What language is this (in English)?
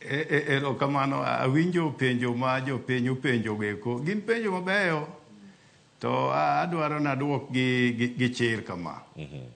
Luo (Kenya and Tanzania)